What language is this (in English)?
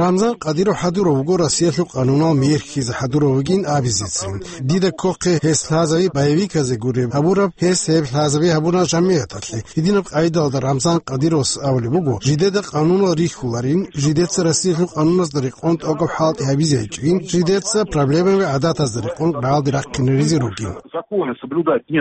Avaric